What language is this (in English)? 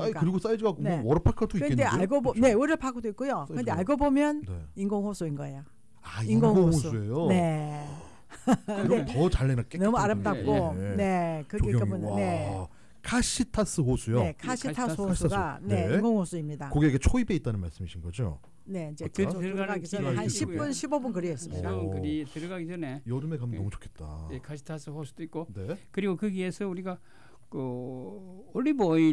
Korean